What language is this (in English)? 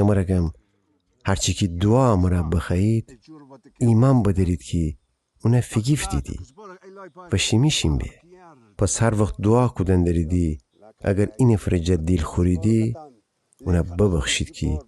Gilaki